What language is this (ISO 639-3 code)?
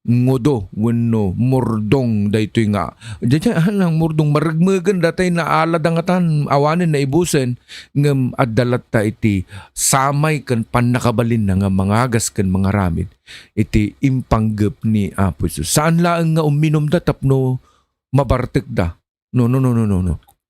ilo